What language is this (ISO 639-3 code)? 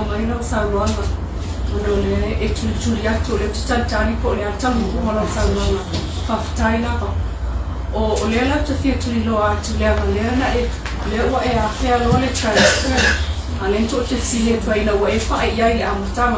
smo